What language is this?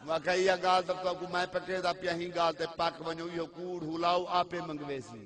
Saraiki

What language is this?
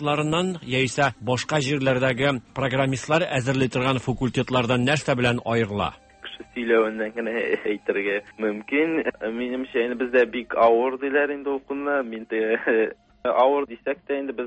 Tatar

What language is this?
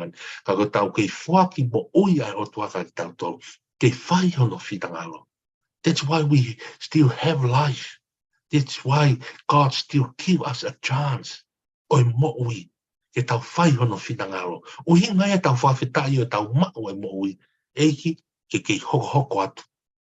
Tongan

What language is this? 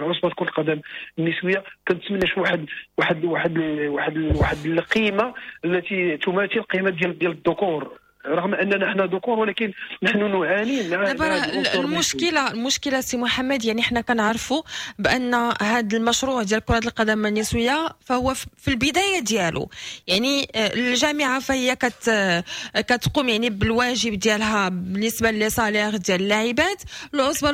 Moroccan Arabic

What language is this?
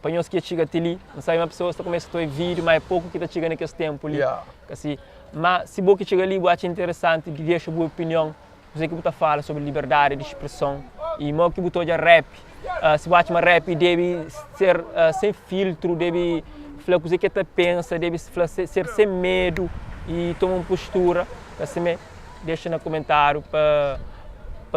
Kabuverdianu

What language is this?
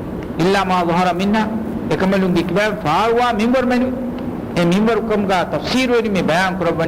Divehi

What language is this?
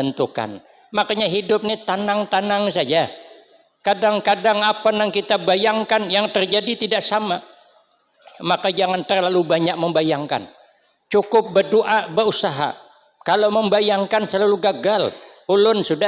Banjar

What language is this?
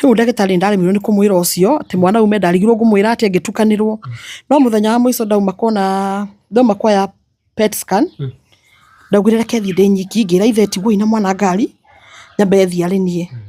Kikuyu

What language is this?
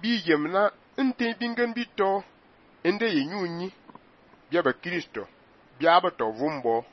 Fang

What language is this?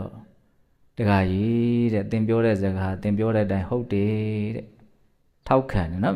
Burmese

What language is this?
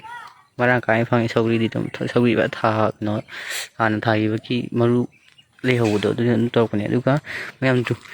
Manipuri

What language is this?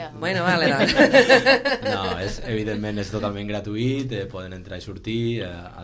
Catalan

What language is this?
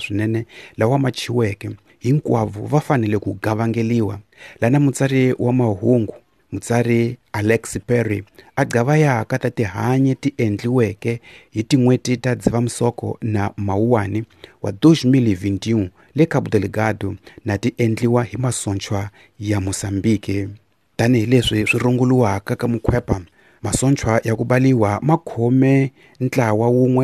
Tsonga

